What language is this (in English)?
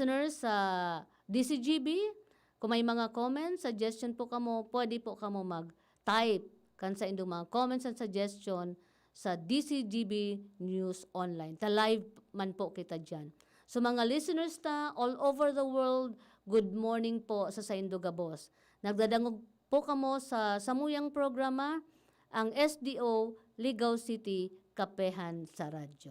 Bikol